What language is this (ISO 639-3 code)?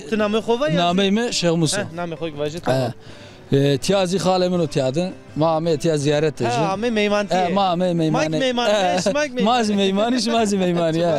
zza